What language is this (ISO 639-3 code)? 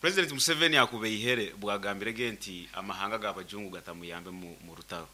nyn